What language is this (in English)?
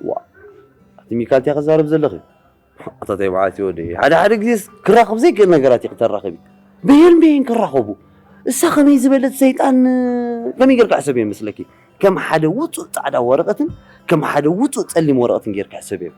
Tigrinya